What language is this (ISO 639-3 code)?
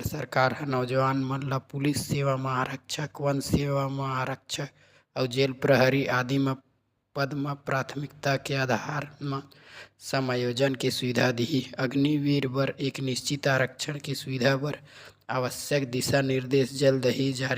hne